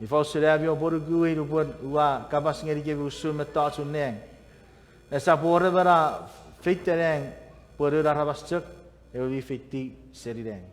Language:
Chuukese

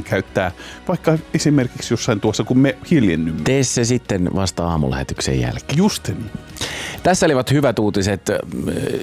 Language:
Finnish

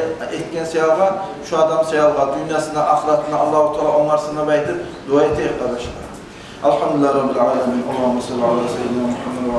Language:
Kumyk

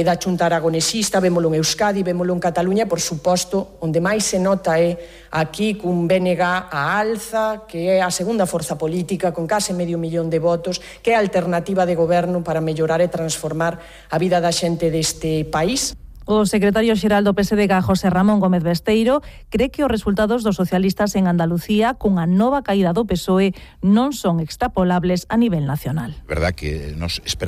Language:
Galician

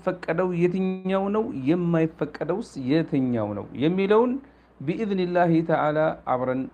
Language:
Amharic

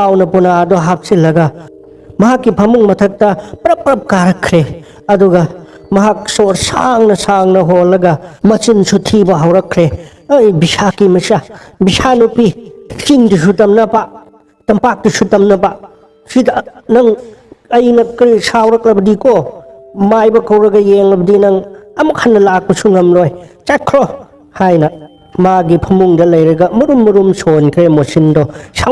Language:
Manipuri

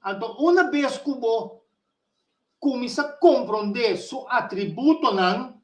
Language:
Papiamento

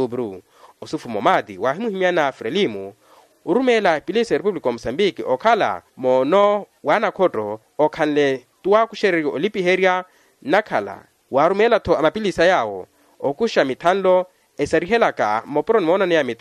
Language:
Makhuwa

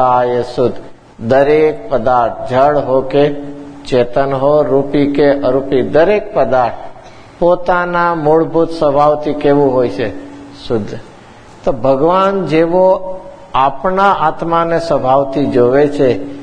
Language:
Gujarati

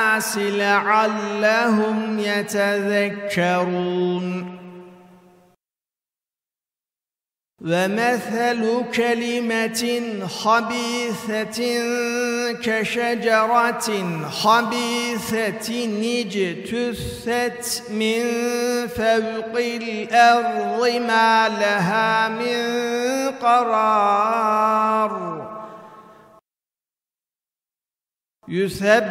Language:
Arabic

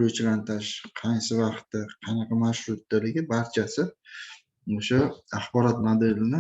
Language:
Uzbek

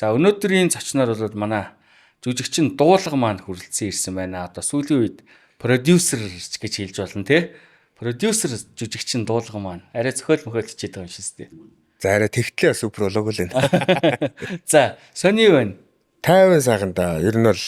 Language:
Mongolian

